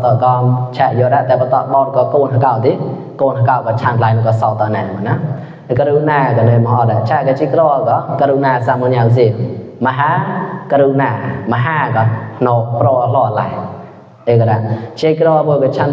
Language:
Mon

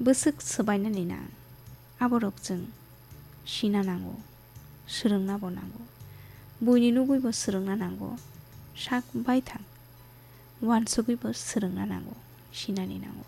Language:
Kok Borok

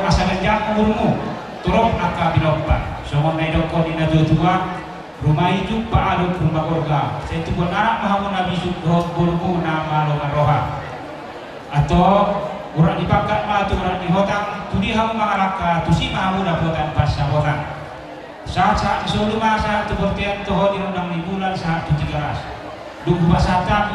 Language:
Batak Toba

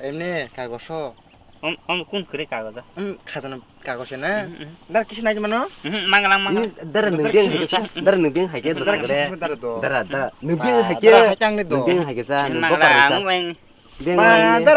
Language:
Kok Borok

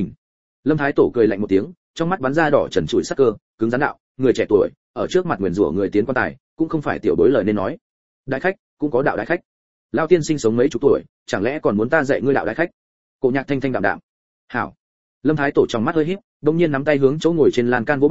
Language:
Vietnamese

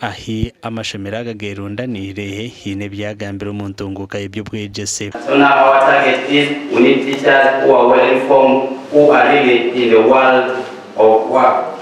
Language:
Nyankole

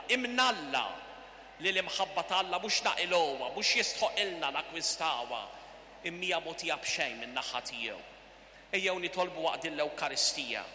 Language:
Maltese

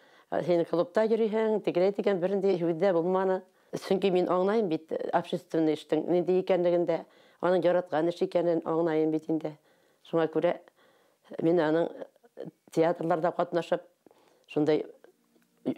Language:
Bashkir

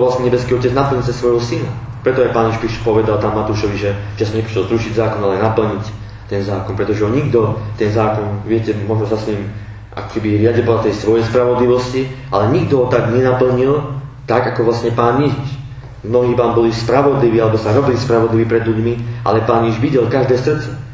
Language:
Slovak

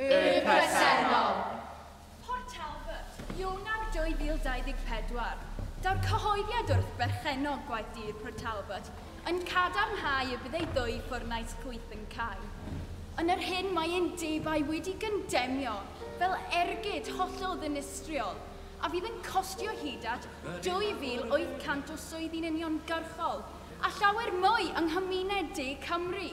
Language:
Welsh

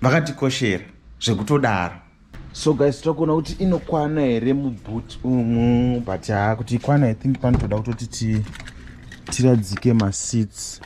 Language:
Shona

